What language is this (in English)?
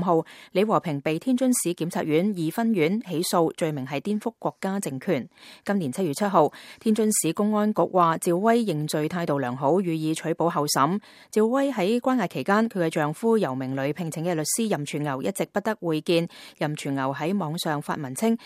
Cantonese